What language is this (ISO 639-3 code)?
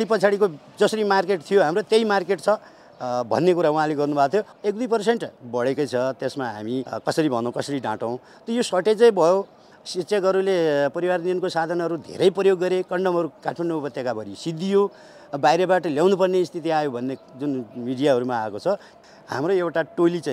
nep